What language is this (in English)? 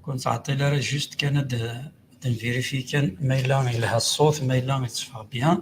Kabyle